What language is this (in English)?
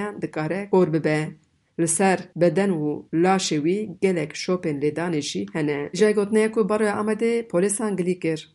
Kurdish